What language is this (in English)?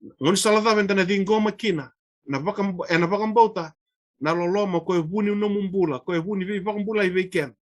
Fijian